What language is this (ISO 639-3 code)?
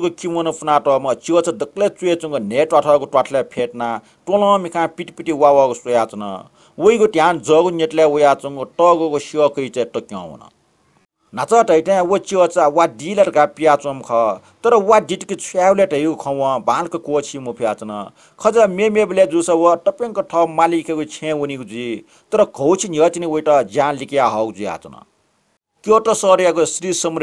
new